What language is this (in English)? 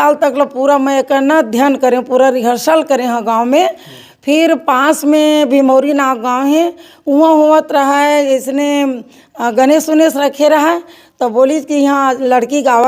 Chhattisgarhi